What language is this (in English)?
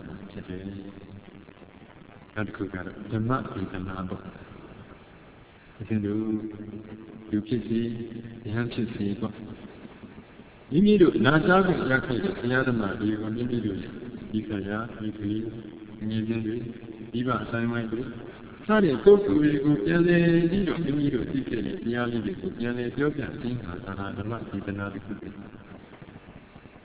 Burmese